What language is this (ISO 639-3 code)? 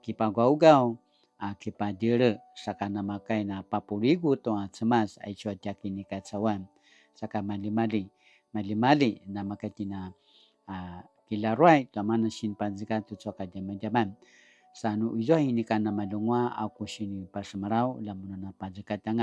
pwn